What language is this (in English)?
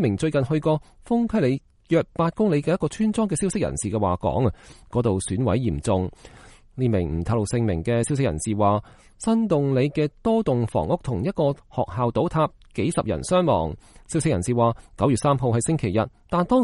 Cantonese